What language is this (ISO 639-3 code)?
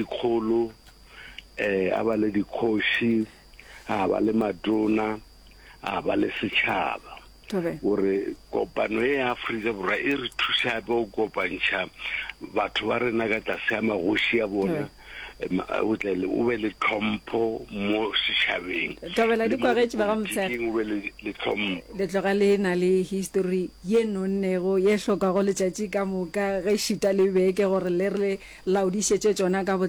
nso